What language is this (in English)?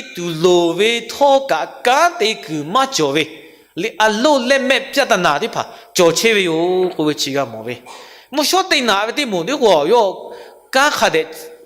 Lahu